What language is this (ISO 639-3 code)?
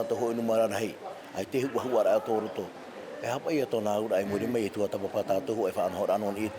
tah